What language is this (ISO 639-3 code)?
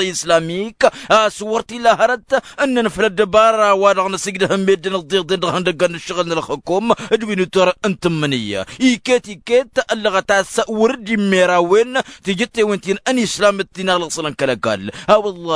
taq